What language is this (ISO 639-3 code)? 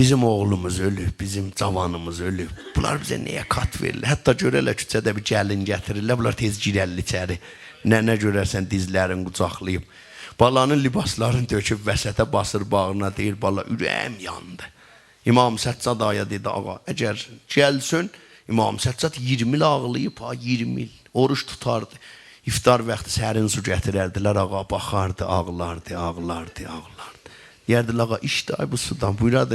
azb